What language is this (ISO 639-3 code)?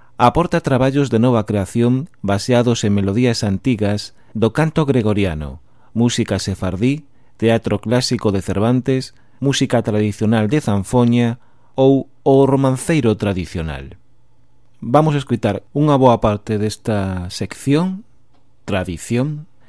glg